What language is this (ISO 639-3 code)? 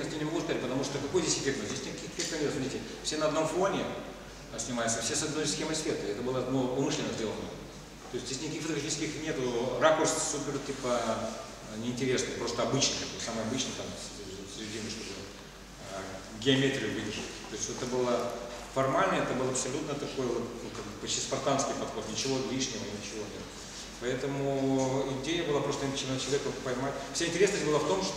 rus